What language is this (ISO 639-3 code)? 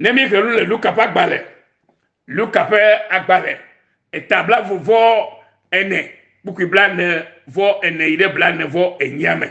ewe